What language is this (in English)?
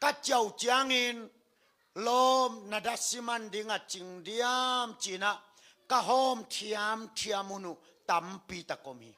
Tedim Chin